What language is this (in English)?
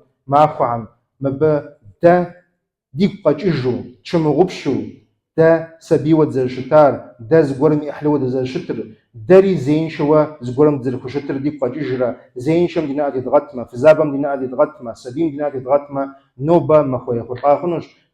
Kabardian